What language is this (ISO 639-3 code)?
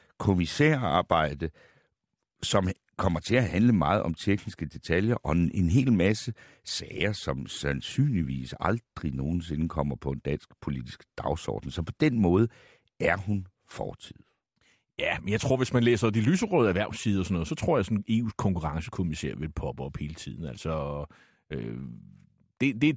dan